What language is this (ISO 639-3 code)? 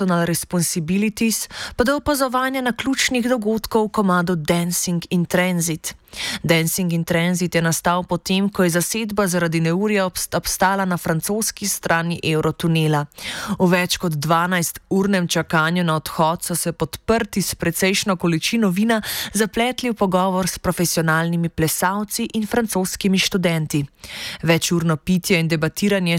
slv